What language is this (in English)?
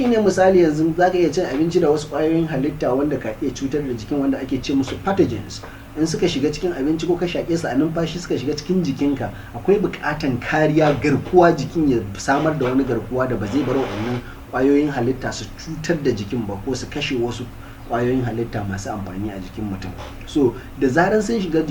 Hausa